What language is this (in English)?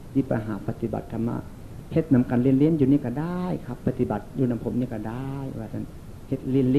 Northeastern Thai